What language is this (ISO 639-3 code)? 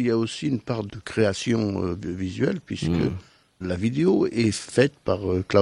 fra